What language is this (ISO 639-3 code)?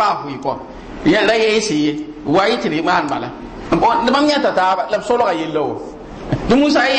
mos